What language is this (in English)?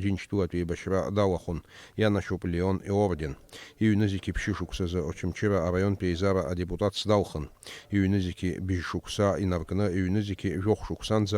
Abkhazian